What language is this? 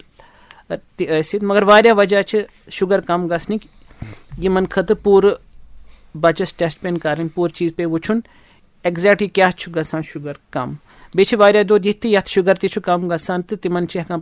Kashmiri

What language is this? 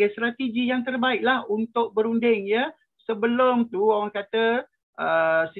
Malay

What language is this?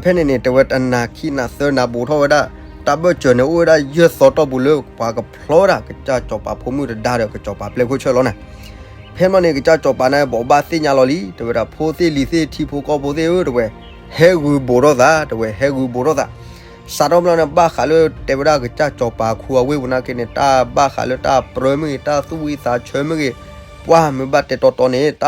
S'gaw Karen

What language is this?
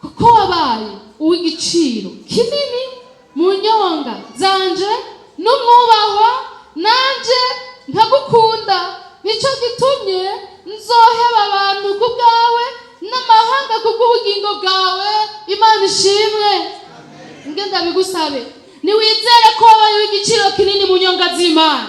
Rundi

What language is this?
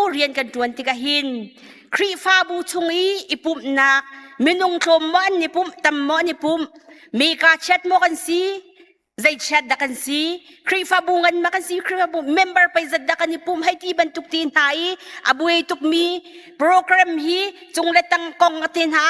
Hakha Chin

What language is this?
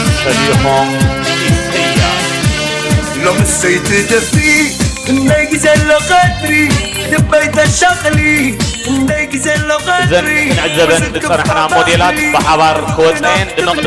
Tigrinya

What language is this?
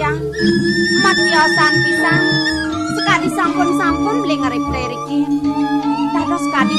Balinese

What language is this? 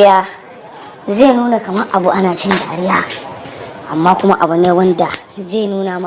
Hausa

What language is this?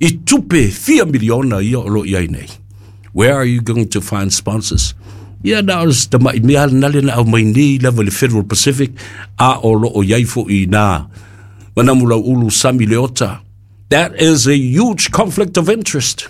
Samoan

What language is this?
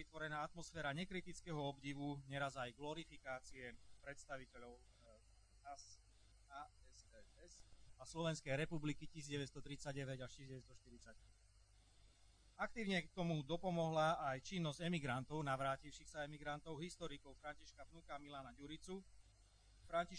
Slovak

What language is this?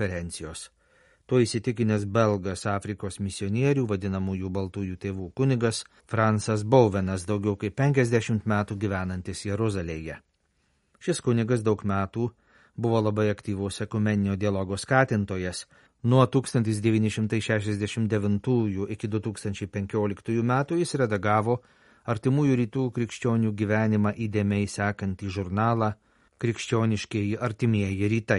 Lithuanian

